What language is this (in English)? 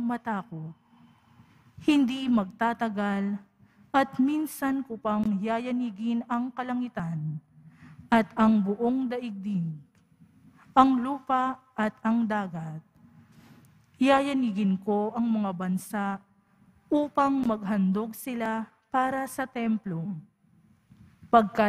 Filipino